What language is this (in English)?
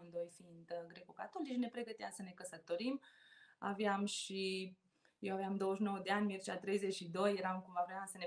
Romanian